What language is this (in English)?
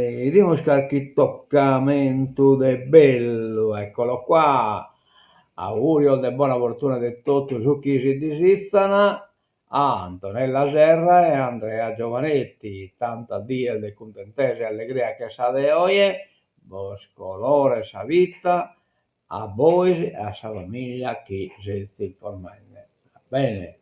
Sardinian